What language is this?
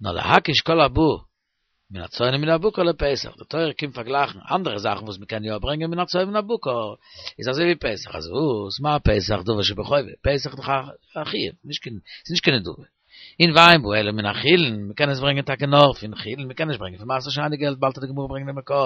Yiddish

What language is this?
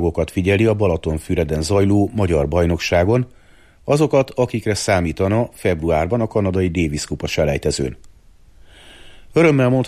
Hungarian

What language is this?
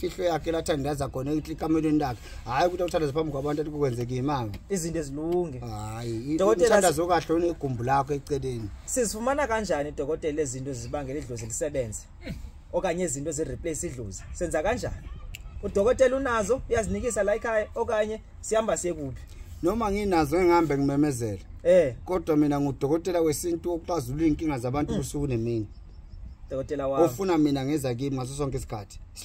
Zulu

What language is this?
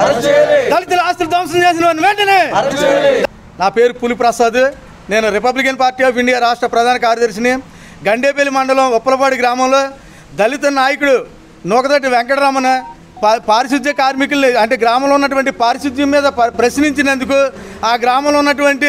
Telugu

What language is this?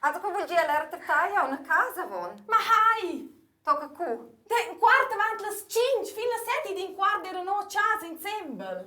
Romansh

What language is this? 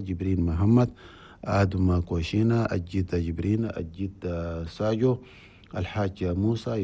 Chadian Arabic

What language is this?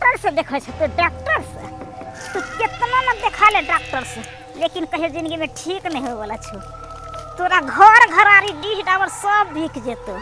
Maithili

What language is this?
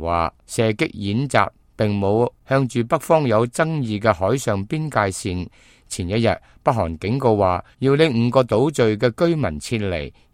Cantonese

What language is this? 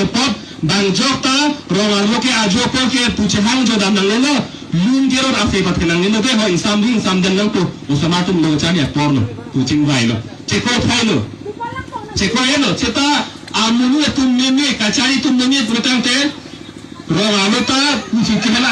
Karbi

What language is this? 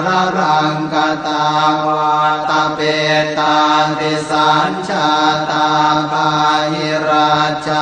Pali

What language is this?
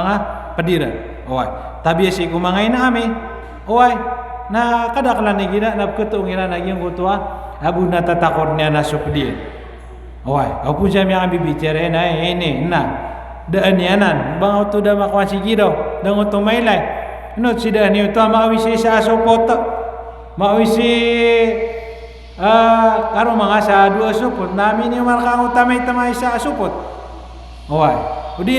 Maranao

